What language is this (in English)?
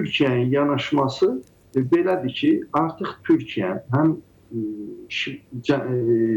Azerbaijani